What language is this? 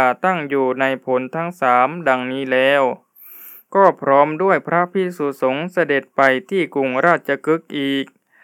Thai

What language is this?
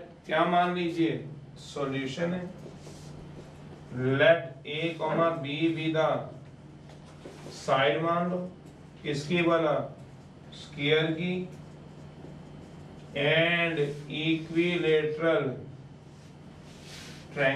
Hindi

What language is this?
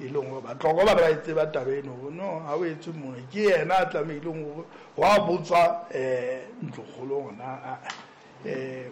Southern Sotho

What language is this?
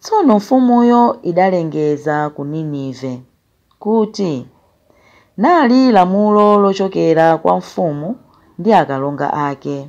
Nyanja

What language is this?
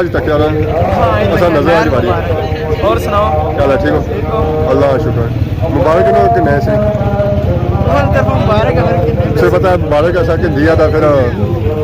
Pahari-Potwari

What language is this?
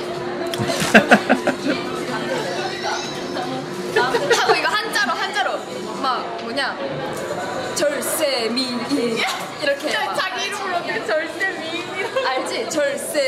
Korean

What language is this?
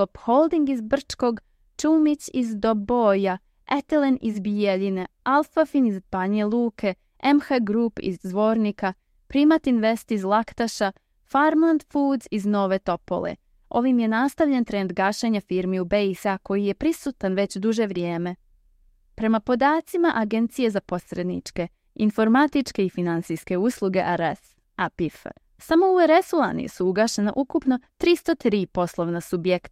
Serbian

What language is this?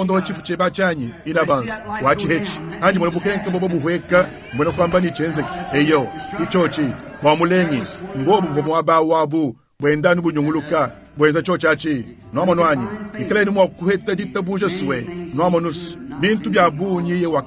Luba-Lulua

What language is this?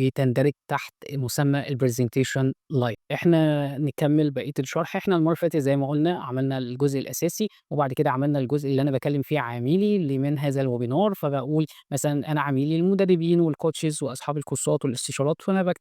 Egyptian Arabic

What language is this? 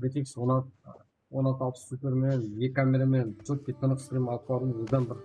Kara-Kalpak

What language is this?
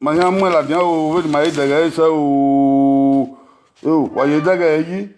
Bini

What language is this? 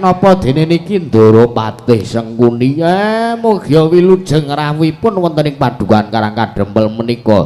Javanese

